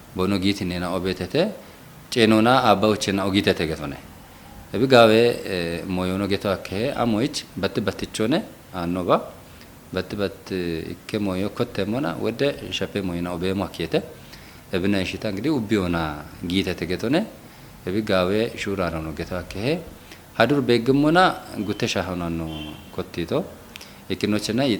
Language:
Kafa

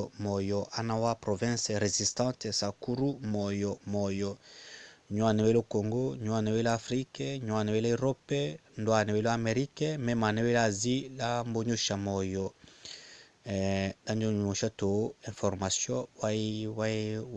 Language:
Tetela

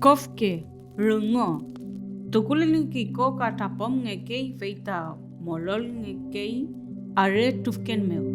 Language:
Mapuche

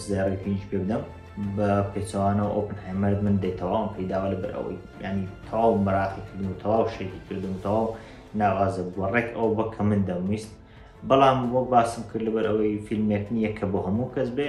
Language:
Central Kurdish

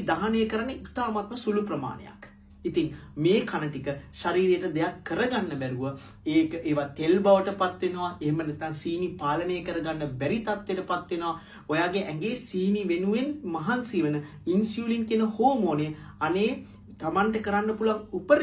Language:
Sinhala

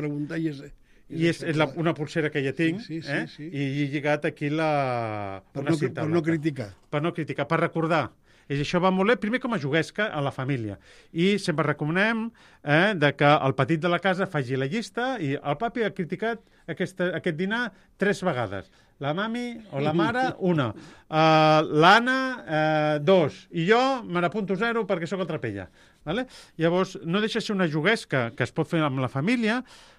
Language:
Catalan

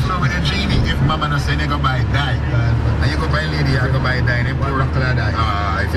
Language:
Jamaican Creole English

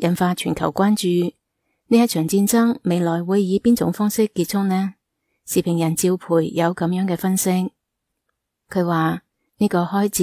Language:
Cantonese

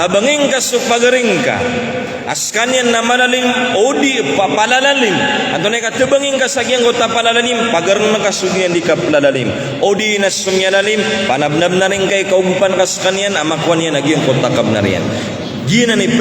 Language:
Maranao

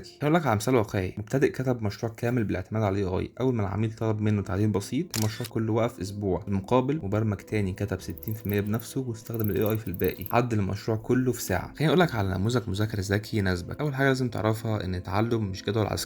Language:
Egyptian Arabic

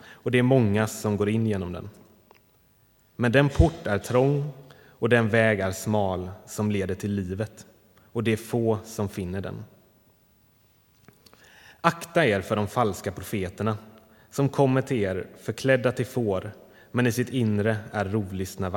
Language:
Swedish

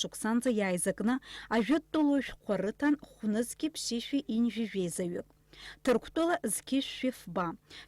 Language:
Abkhazian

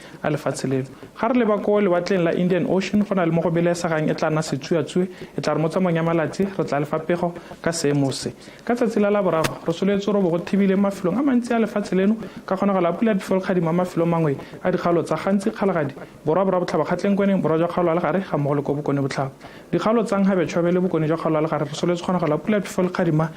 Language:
Tswana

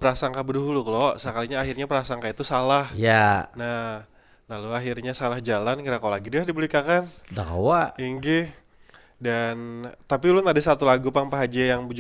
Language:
Banjar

